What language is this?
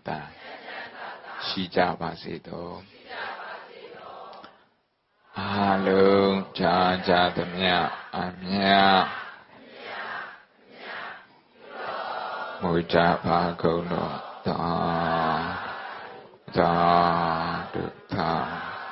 Burmese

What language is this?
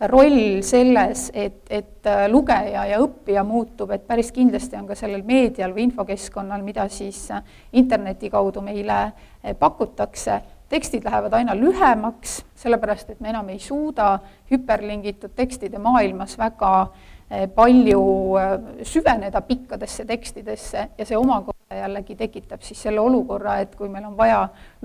Estonian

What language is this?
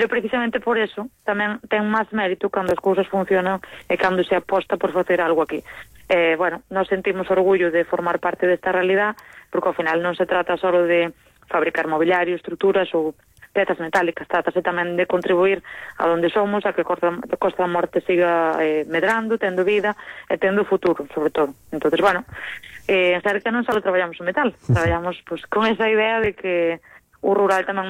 Galician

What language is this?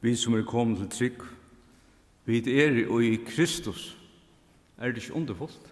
Faroese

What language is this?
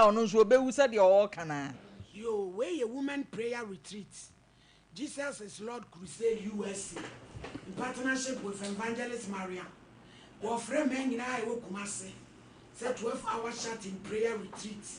Akan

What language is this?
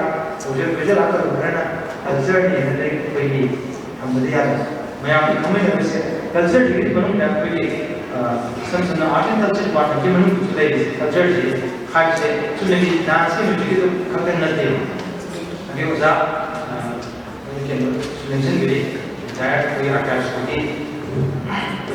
Manipuri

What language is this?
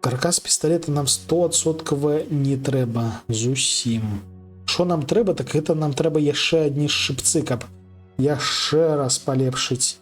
Belarusian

